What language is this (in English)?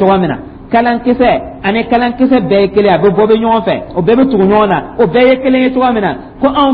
Dyula